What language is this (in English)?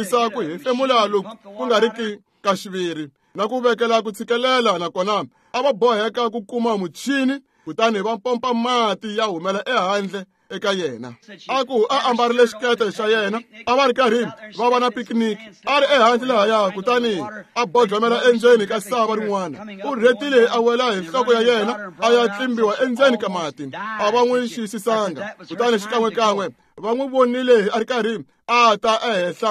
Tsonga